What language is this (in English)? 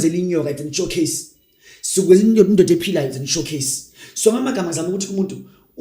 Zulu